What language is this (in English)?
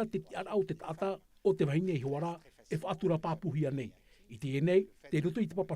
Tahitian